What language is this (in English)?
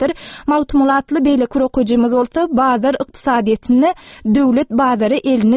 Turkmen